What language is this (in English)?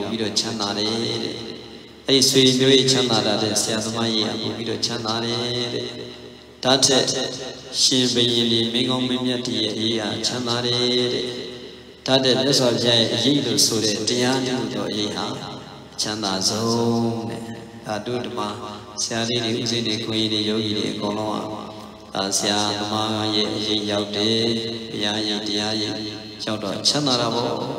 Burmese